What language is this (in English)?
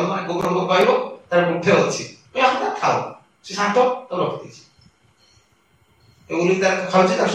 Odia